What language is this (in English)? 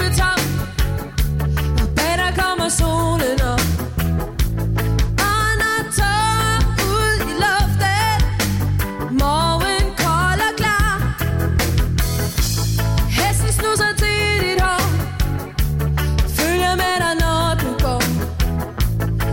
Danish